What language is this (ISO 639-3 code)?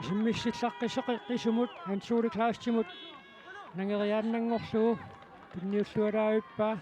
kal